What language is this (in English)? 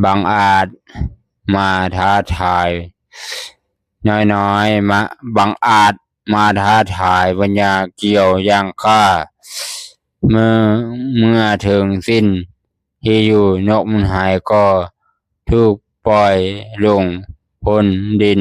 Lao